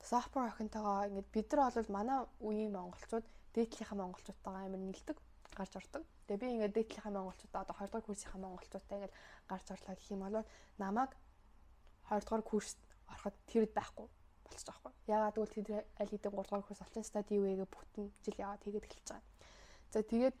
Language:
Mongolian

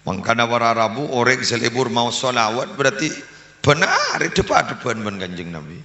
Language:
Madurese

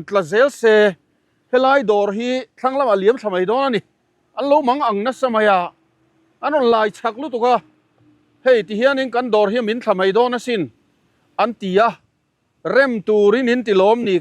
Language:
Mizo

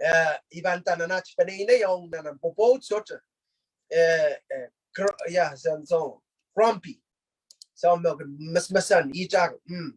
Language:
Pohnpeian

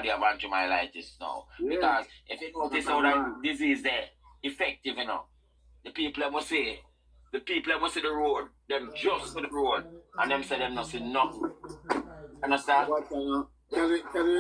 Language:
Jamaican Creole English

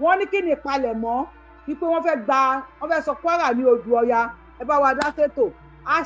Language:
Yoruba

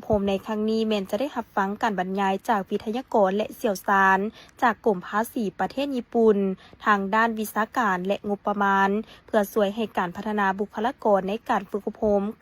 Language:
Lao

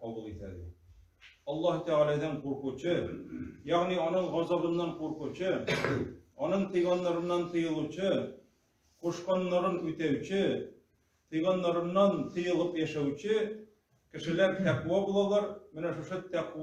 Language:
Tatar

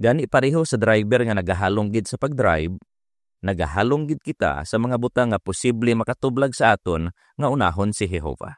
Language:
Hiligaynon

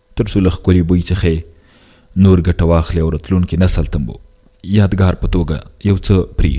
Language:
Pashto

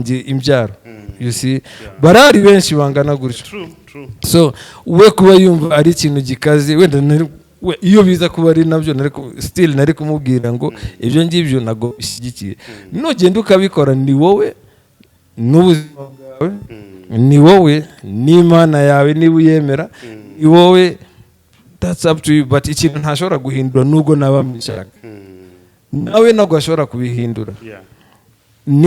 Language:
Kinyarwanda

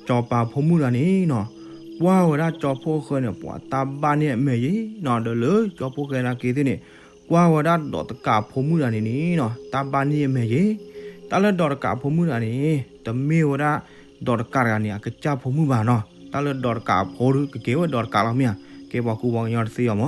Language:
S'gaw Karen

